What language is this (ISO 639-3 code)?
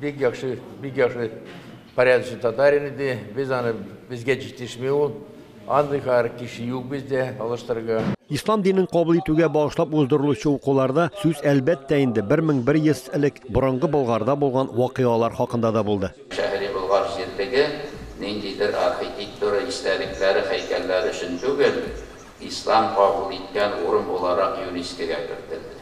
tat